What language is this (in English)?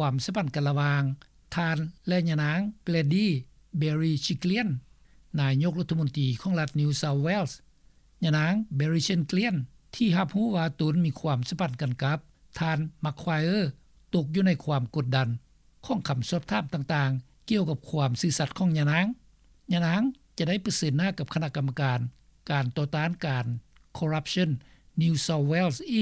Lao